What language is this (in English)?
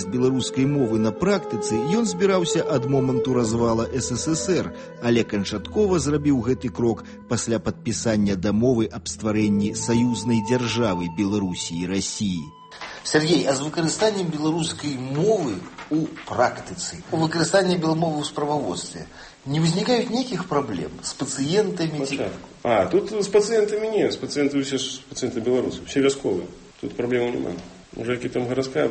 Belarusian